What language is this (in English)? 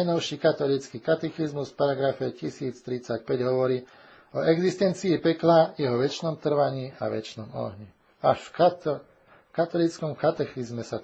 Slovak